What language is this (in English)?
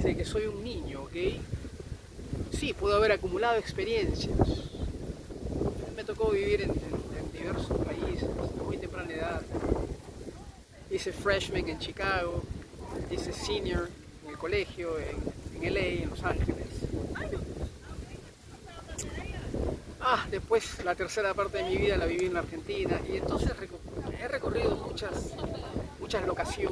Spanish